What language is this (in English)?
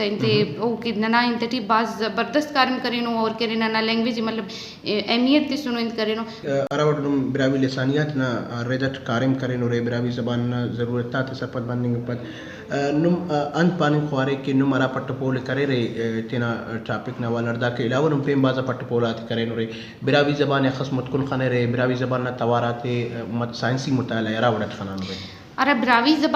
Brahui